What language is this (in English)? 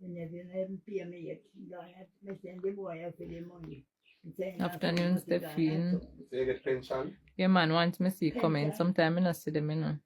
Jamaican Creole English